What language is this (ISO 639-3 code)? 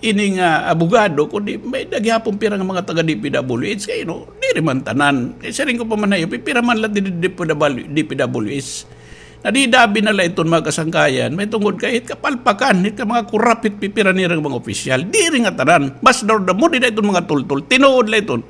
war